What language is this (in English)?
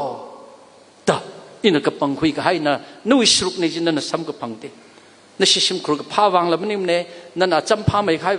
Tangkhul Naga (India)